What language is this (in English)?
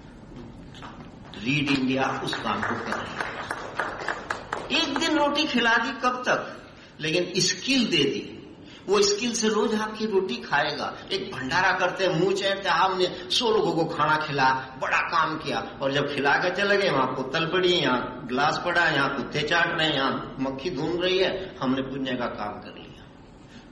Hindi